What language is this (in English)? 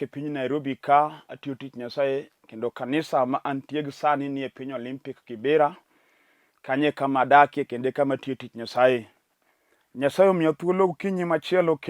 Luo (Kenya and Tanzania)